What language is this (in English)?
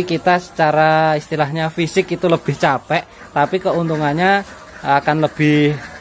Indonesian